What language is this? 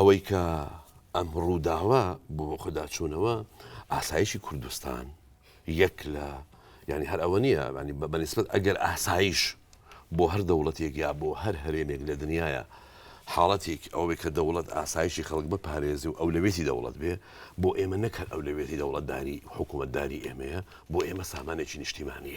Central Kurdish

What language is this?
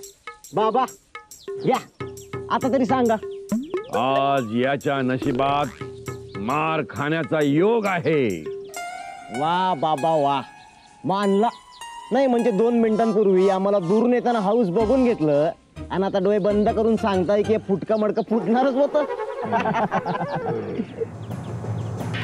Marathi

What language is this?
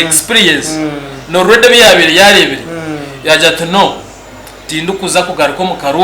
Nyankole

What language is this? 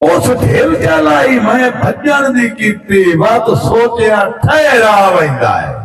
Saraiki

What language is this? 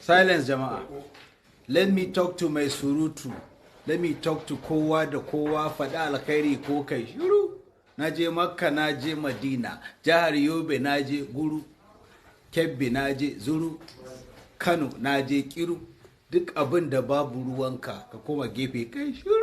Hausa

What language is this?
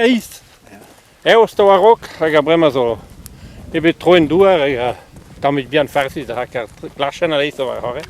Breton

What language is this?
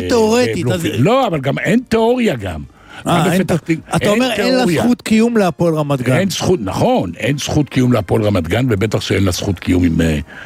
Hebrew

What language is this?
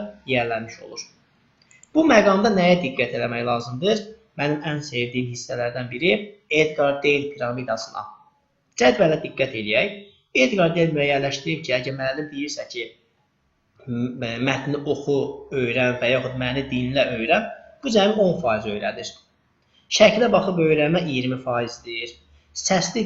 Azerbaijani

